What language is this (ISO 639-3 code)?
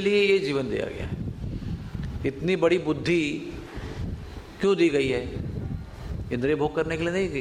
hin